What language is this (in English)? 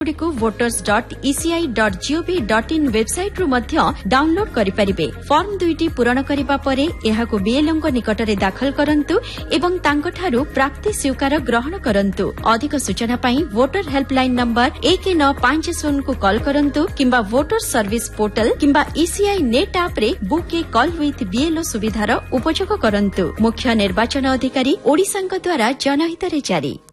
Odia